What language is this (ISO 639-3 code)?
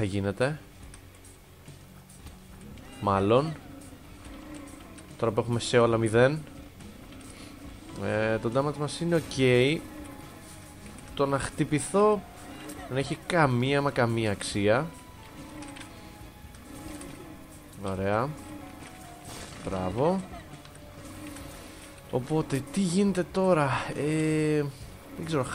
ell